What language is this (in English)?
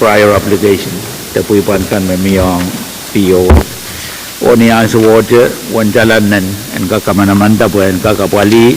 Pohnpeian